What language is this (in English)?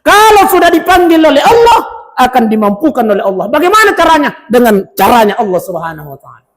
Buginese